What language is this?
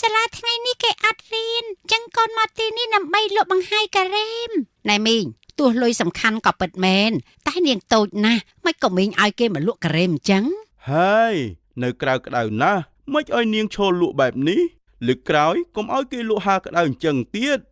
Khmer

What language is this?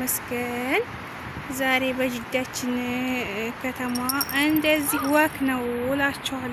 Amharic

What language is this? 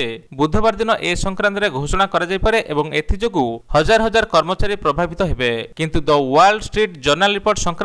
Odia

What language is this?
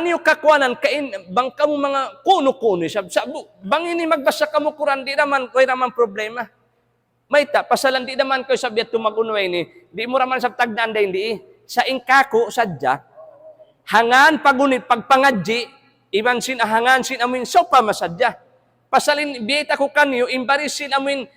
Tausug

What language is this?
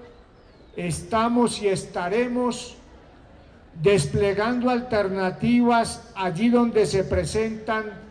Spanish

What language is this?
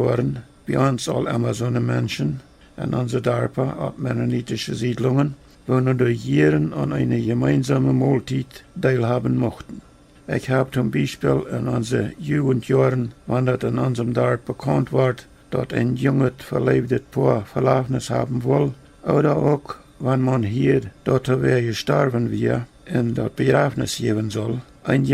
Plautdietsch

